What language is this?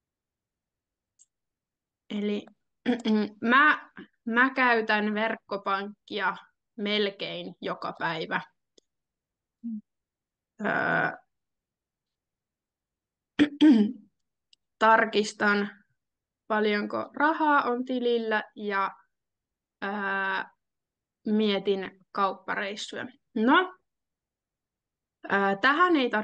Finnish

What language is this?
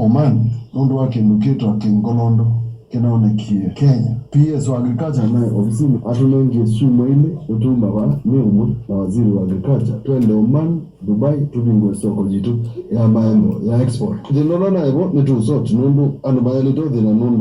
Kamba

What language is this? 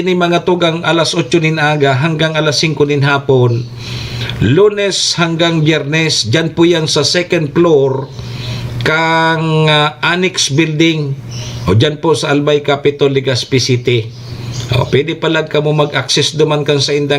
Bikol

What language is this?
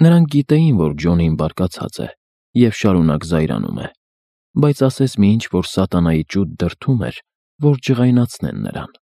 Armenian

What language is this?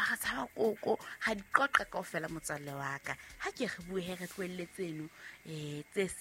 Southern Sotho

